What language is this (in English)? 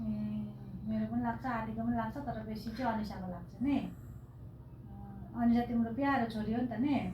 Nepali